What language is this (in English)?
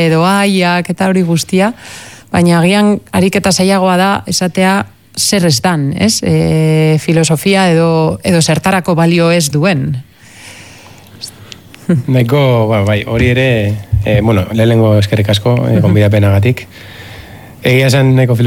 Basque